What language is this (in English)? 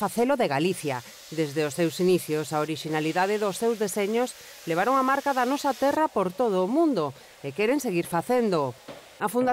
Galician